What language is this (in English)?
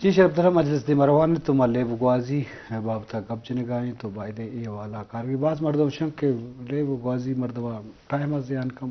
Eastern Balochi